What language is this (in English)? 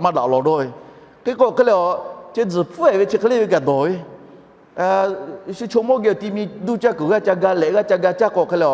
Lahu